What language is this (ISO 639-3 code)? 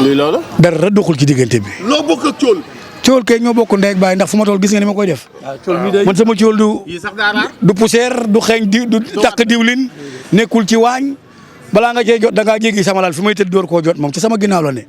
wol